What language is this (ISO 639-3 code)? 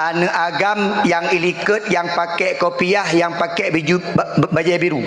ace